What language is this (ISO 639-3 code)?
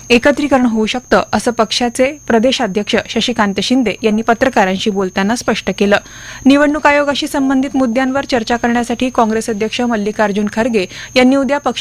mar